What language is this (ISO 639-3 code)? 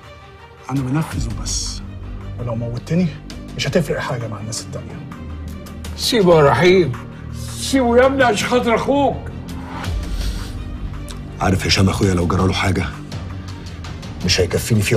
arz